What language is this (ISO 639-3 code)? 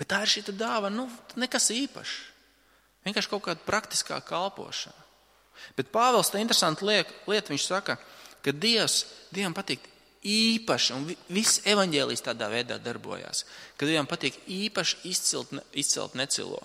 lav